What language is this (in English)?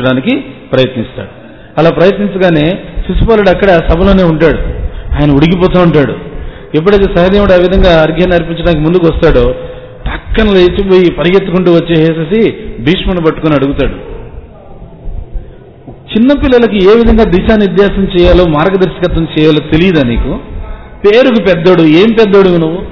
Telugu